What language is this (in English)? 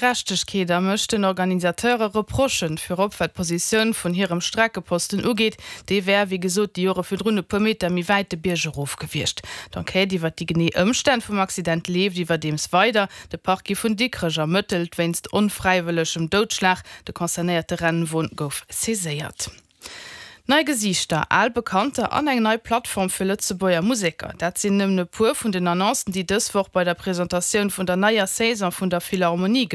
Luxembourgish